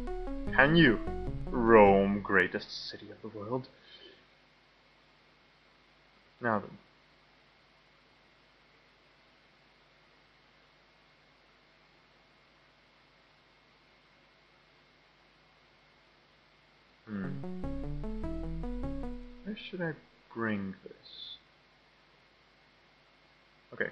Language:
English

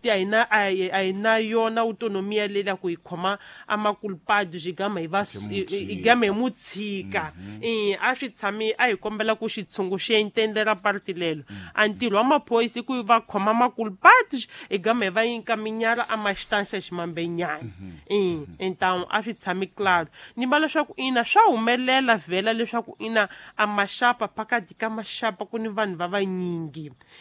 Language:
Tsonga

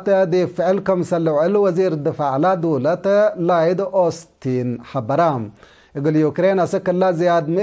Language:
Tigre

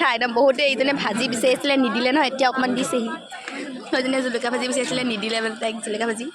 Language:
Assamese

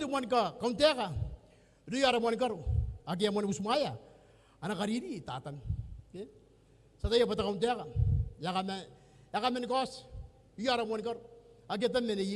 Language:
Gilbertese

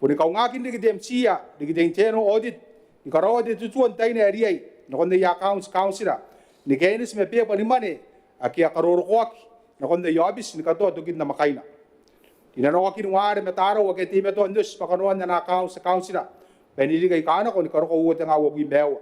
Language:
Gilbertese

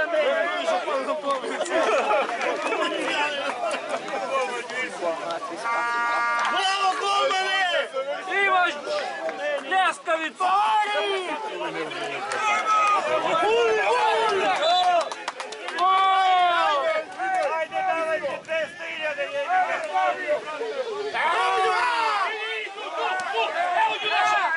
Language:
Serbian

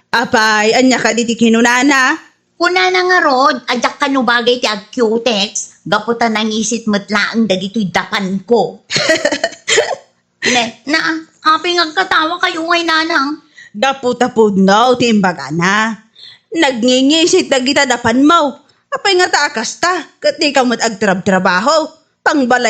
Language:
Iloko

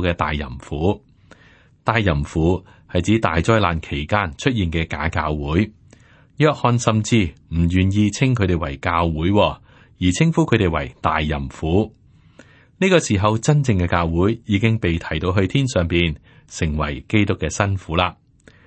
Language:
Cantonese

